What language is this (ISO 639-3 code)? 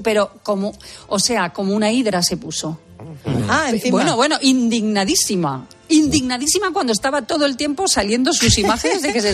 spa